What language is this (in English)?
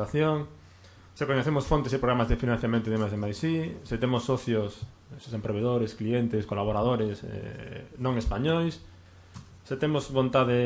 Galician